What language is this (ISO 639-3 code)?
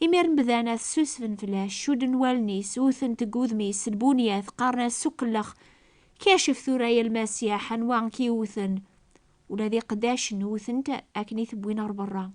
kab